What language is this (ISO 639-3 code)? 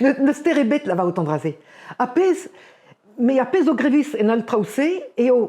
bre